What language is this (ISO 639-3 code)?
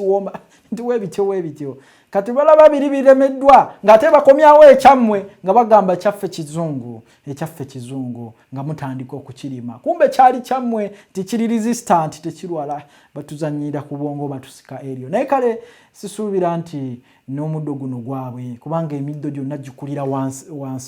lug